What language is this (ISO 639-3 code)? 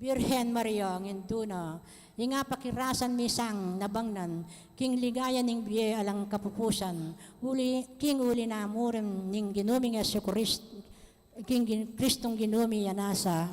pam